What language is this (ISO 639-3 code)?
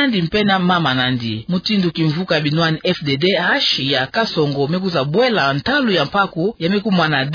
ktu